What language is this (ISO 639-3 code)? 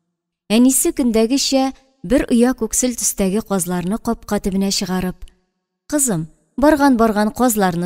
tat